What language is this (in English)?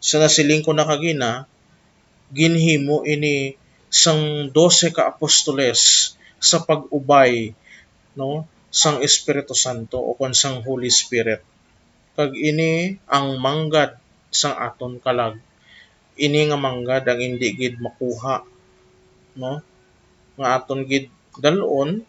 Hiligaynon